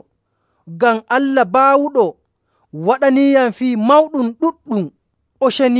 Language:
Nigerian Fulfulde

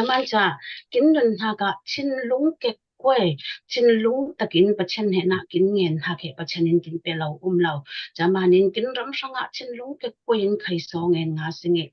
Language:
Falam Chin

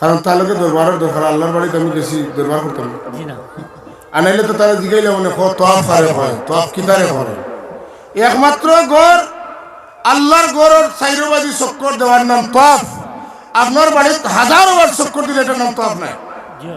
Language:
Sylheti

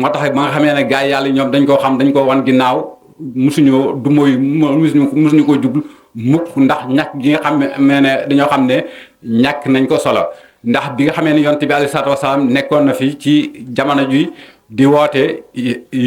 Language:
Wolof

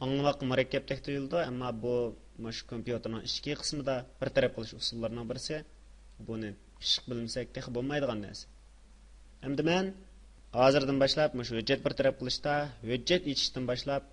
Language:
Uyghur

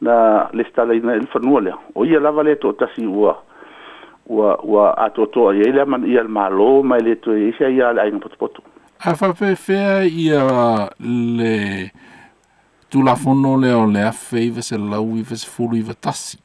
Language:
Samoan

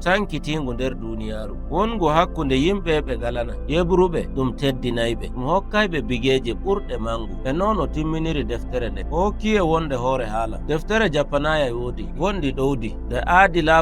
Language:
Nigerian Fulfulde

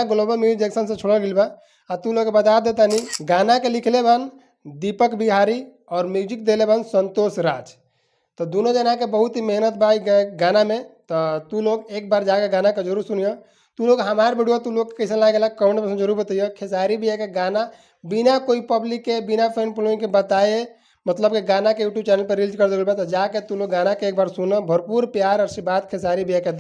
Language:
Bhojpuri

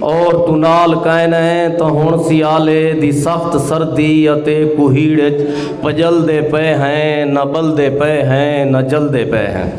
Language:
Saraiki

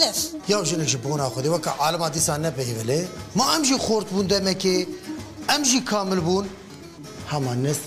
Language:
Kurdish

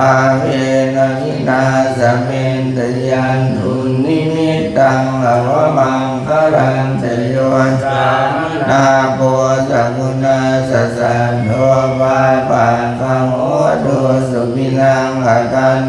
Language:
Pali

